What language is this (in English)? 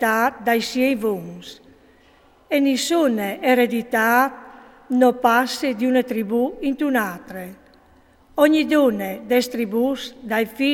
Friulian